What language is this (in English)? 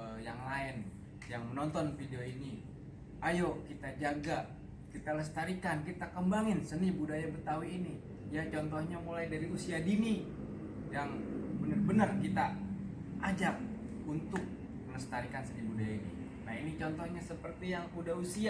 Betawi